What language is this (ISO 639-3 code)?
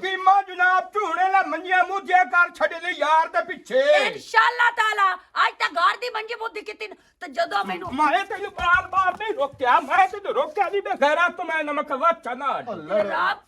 lah